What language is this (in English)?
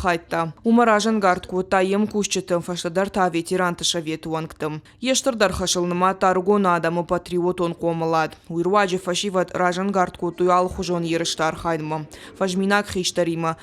Ossetic